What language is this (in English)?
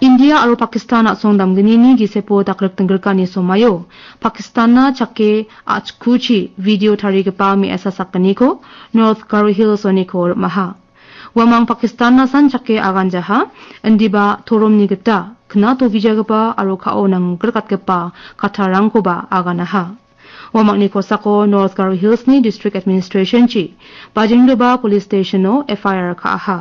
Garo